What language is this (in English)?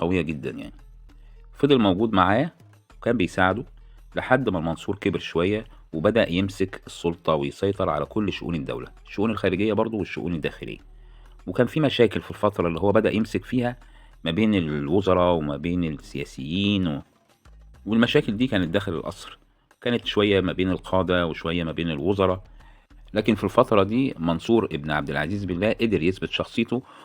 Egyptian Arabic